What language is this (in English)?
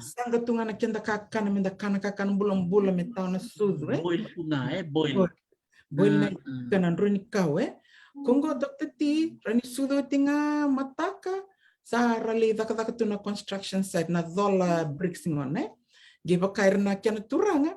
Fijian